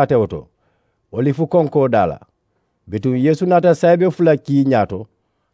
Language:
Mandingo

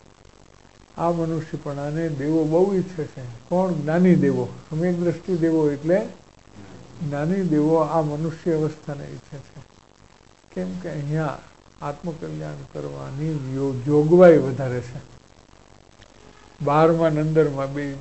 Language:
Gujarati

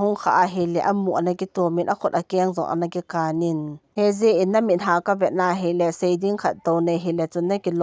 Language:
Thado Chin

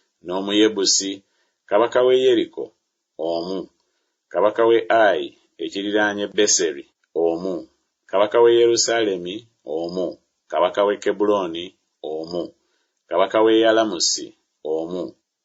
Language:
Ganda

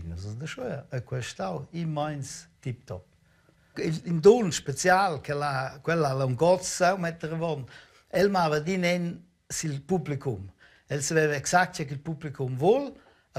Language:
Romansh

